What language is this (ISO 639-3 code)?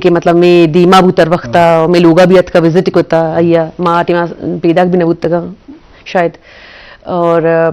bgp